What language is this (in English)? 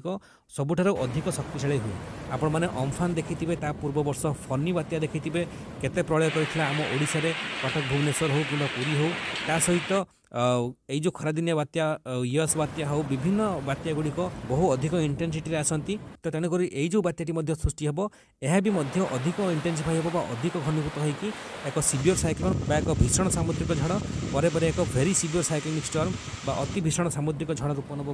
Odia